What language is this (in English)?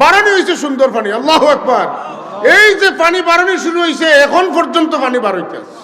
Sylheti